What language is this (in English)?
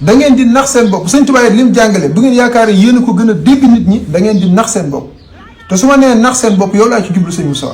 Wolof